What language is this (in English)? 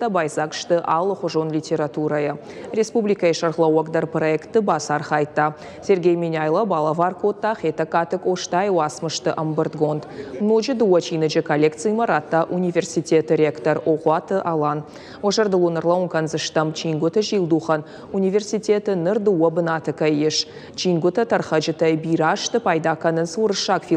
Ossetic